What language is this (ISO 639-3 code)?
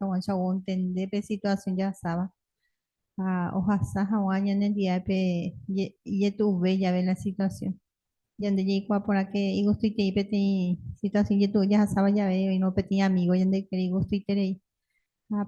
grn